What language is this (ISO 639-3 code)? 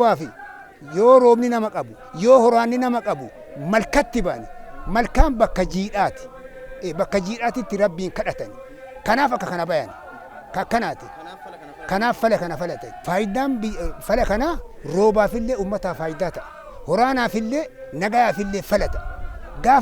orm